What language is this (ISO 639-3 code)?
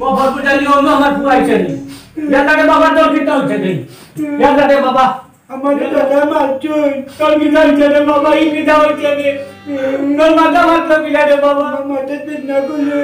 syl